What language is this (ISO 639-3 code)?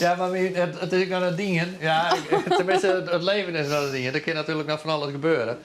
fry